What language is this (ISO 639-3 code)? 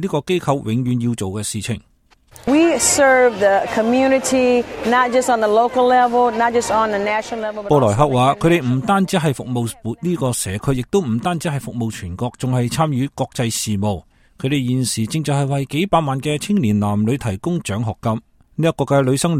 yue